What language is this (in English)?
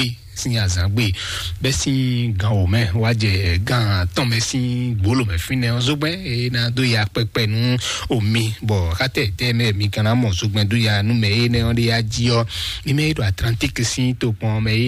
Fon